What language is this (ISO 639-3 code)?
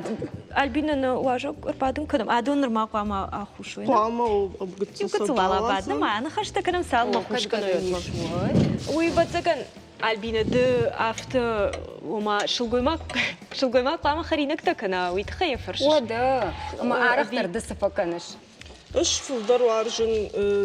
oss